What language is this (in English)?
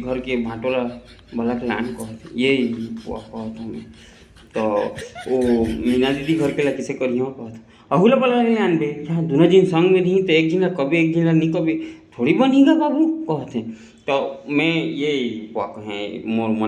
Chhattisgarhi